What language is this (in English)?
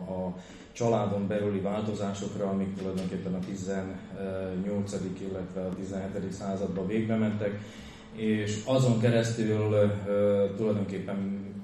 Hungarian